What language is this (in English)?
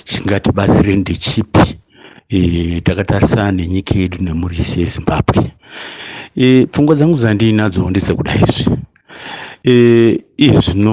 Shona